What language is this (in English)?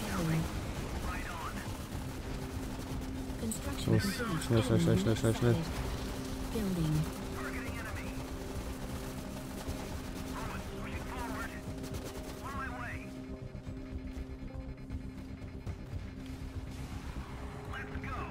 German